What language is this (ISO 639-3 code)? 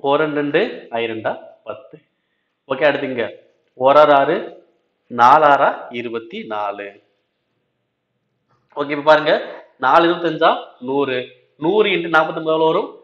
tam